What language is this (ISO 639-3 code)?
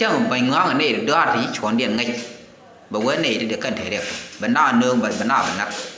nus